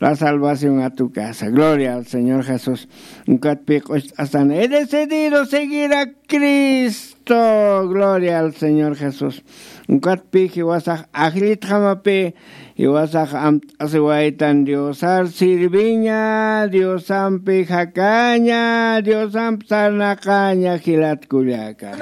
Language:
Aymara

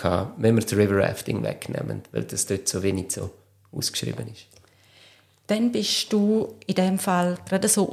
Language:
German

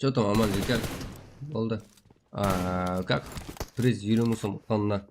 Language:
Kara-Kalpak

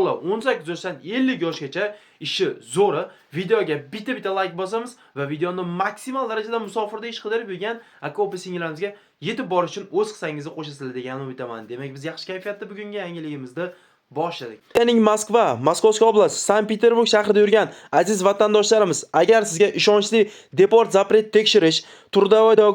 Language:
Uzbek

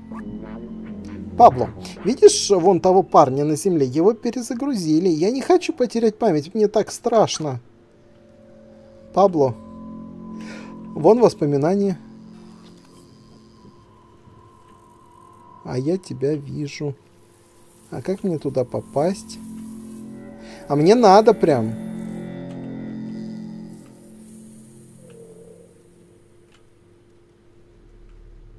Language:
Russian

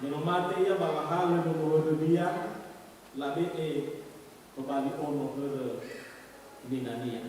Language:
Nias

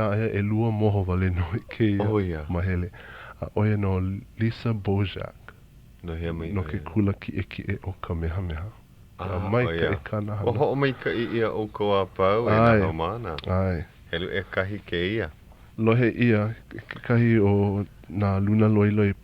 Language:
Hawaiian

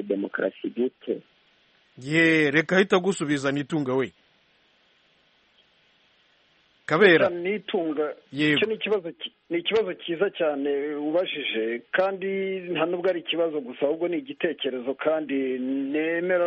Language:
Kinyarwanda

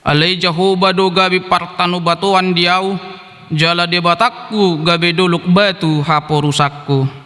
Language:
Batak Toba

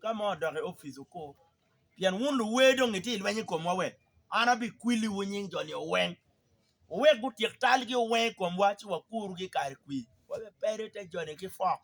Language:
Acoli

